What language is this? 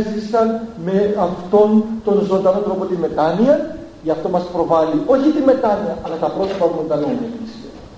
Greek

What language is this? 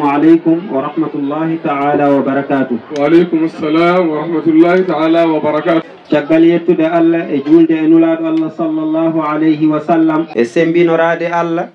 Fula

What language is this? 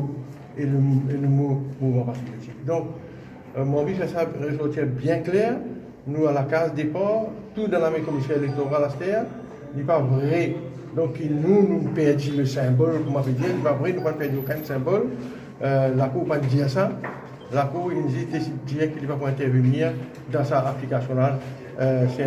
Morisyen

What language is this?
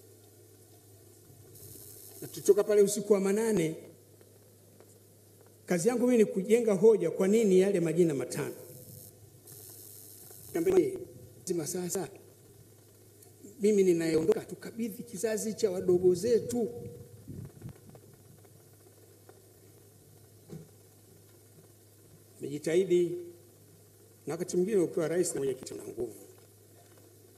Swahili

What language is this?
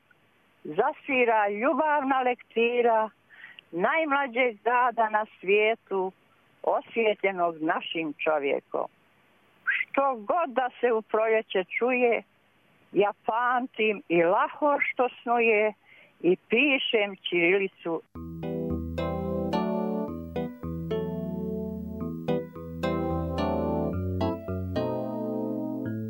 Serbian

